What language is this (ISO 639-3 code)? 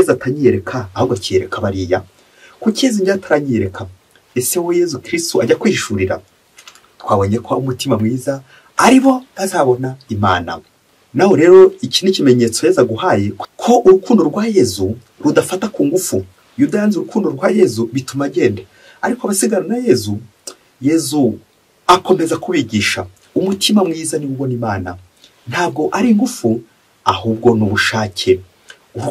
kin